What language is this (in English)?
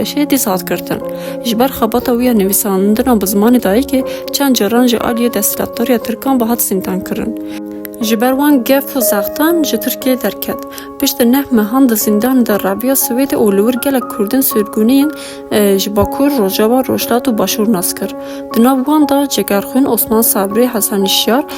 Kurdish